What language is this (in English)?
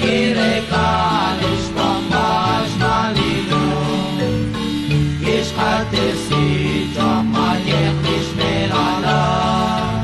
Kekchí